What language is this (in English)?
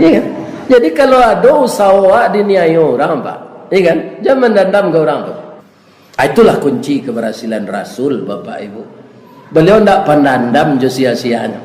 Minangkabau